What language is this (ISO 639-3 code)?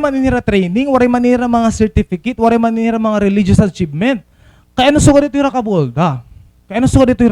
war